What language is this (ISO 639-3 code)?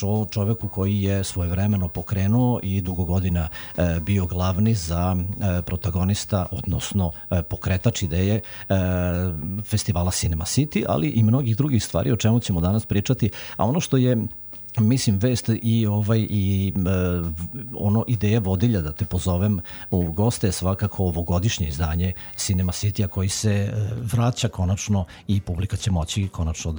srp